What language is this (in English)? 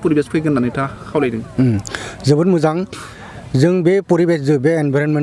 Bodo